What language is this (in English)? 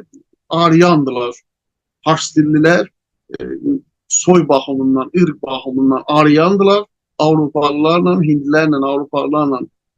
South Azerbaijani